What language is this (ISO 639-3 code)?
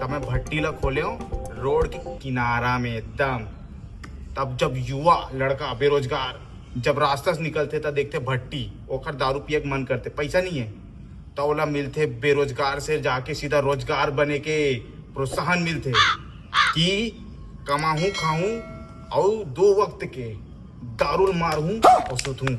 hne